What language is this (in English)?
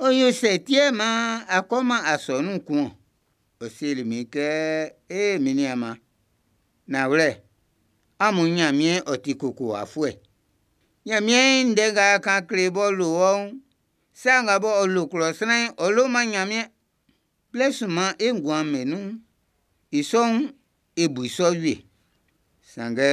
Baoulé